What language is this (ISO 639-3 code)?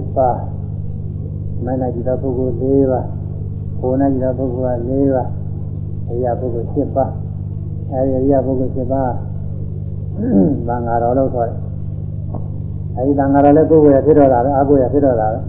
mya